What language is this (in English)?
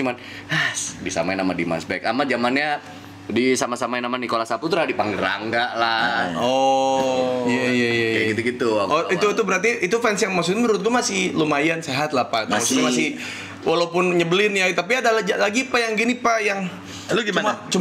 Indonesian